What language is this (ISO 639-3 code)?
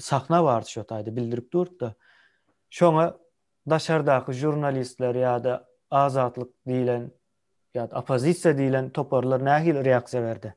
tuk